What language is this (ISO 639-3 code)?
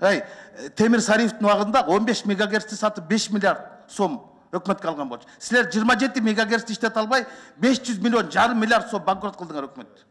kir